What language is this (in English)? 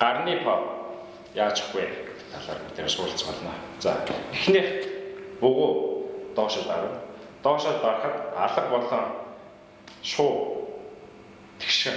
Mongolian